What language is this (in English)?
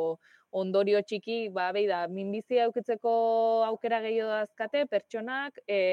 Basque